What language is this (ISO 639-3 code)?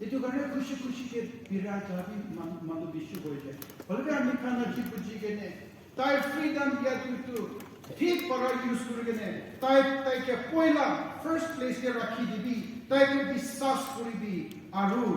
nag